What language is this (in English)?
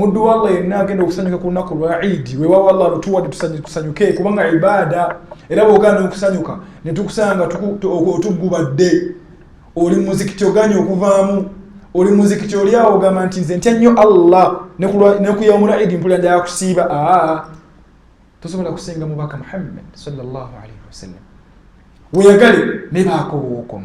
Ganda